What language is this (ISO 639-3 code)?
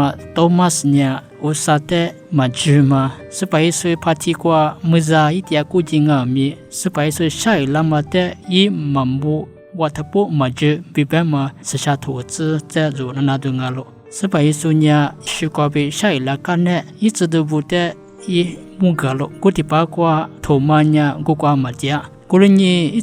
lis